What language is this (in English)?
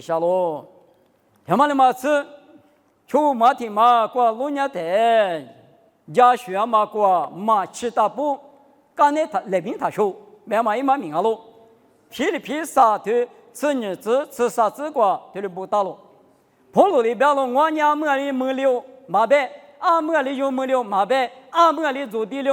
Lisu